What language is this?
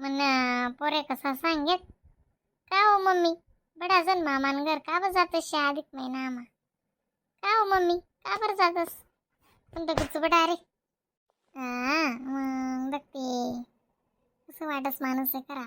Khandesi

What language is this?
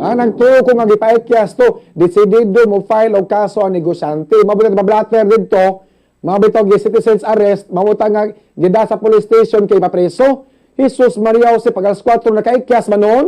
Cebuano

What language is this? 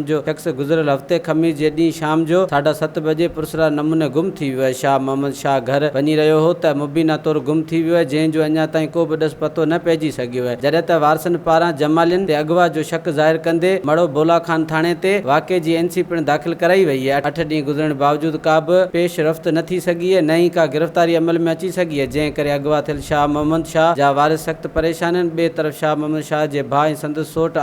Sindhi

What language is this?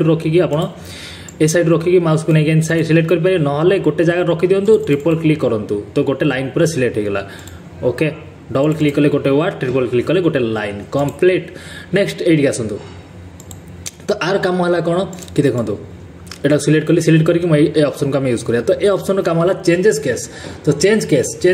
Hindi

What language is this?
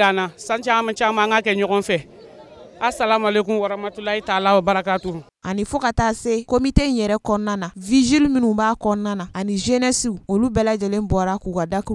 Bambara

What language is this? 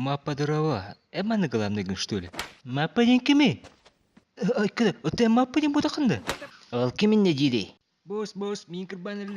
Yakut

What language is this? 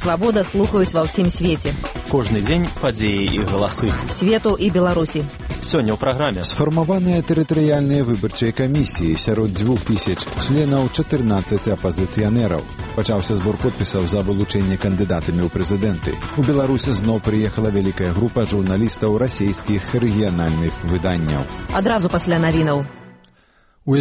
Belarusian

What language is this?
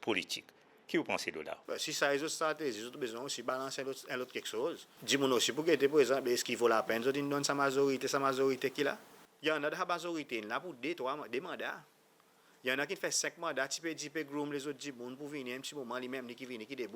Seselwa Creole French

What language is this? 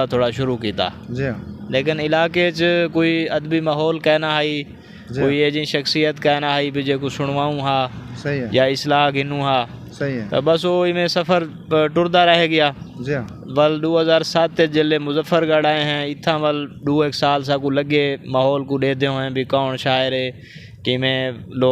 Saraiki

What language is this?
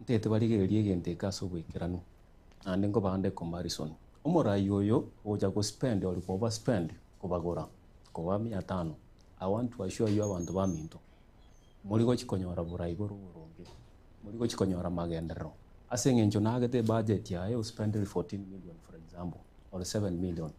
Gusii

